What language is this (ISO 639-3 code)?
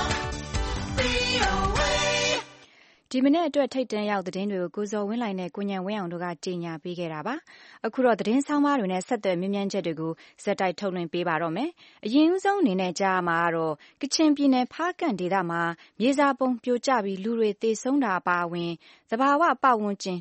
mya